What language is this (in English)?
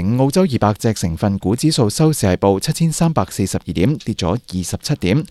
Cantonese